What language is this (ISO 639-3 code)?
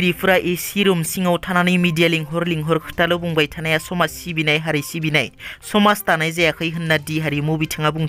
brx